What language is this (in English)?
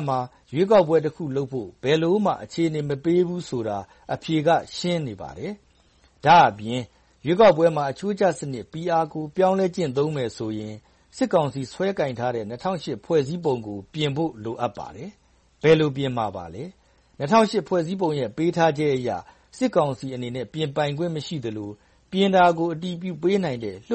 Burmese